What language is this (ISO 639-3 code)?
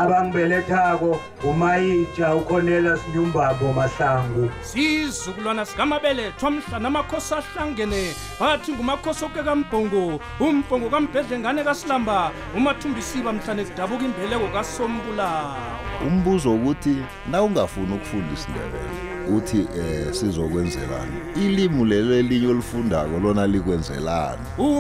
nbl